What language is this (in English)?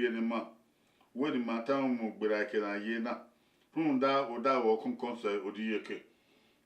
Bini